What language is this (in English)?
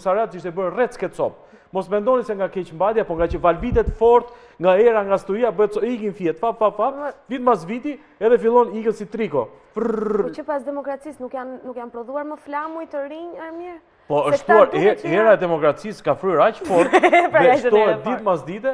Albanian